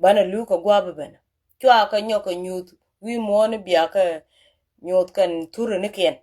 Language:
Nuer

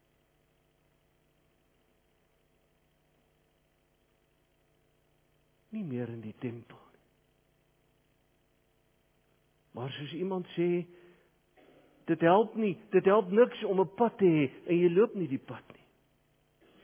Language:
Afrikaans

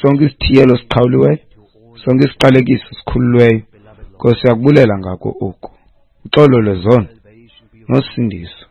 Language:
Xhosa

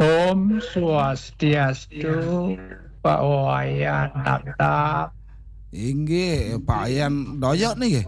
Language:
Balinese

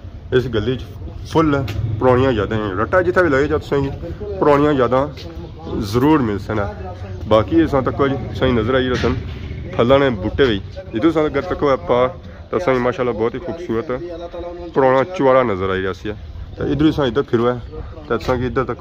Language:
Pahari-Potwari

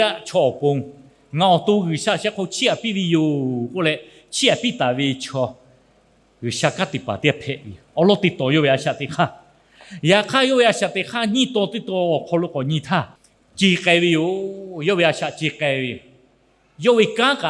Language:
Lahu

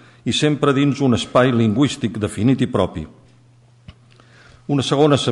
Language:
Catalan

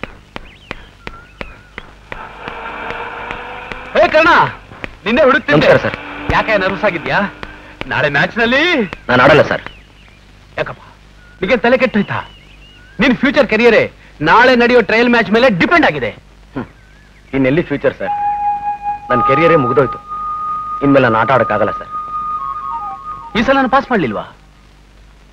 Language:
Kannada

